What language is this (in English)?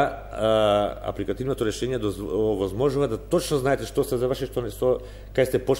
Macedonian